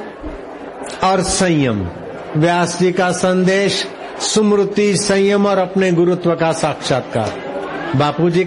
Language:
Hindi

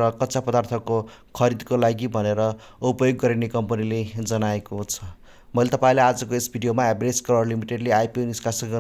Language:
Nepali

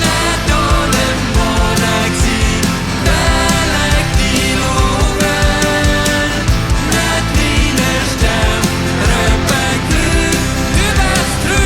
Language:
Plautdietsch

